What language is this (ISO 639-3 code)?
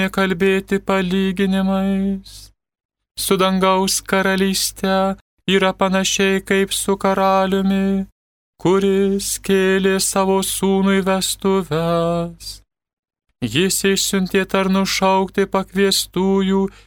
lit